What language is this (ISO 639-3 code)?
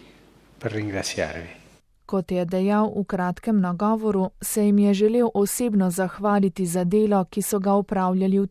slv